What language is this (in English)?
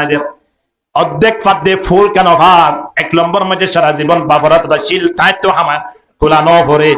Rohingya